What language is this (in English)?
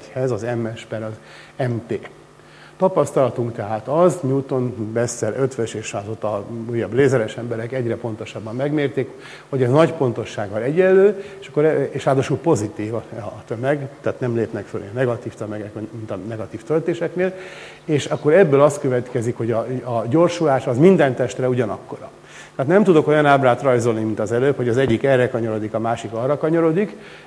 Hungarian